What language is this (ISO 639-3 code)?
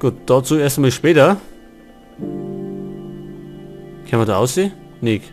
bar